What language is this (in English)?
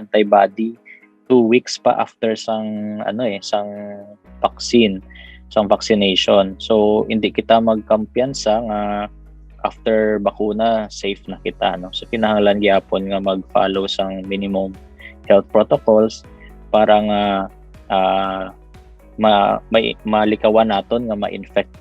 Hiligaynon